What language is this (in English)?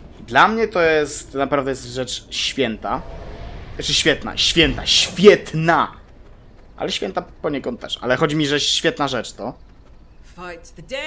Polish